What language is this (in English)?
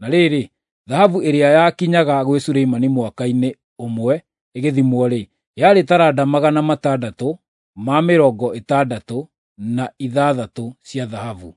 Kikuyu